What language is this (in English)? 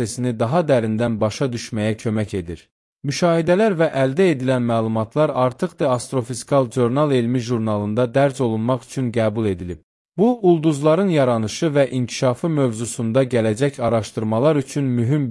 Azerbaijani